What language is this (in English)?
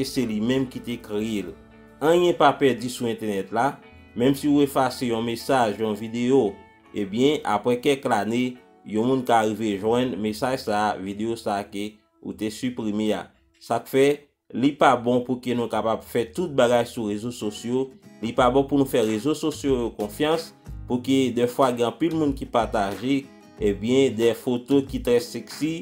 Haitian Creole